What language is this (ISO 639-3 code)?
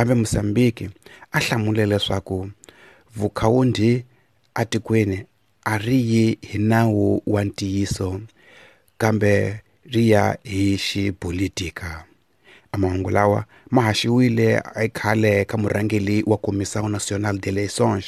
tso